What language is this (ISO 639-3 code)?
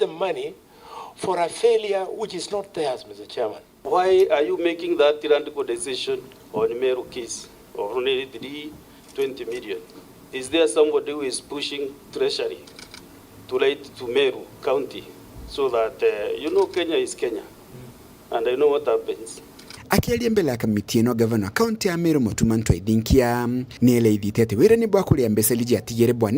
mer